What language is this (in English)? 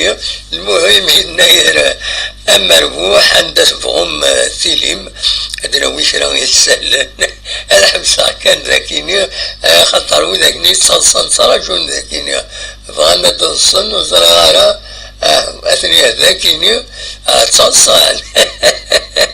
Kabyle